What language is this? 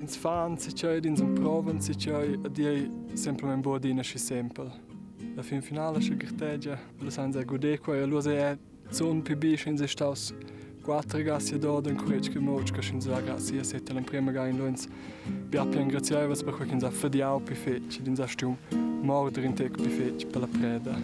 Romansh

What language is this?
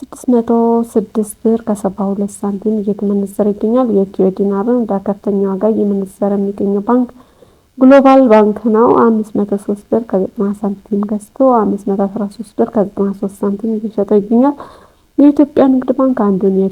Amharic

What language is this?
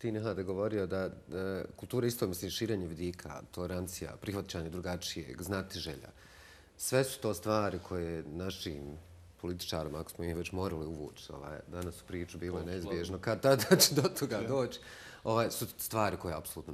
Bosnian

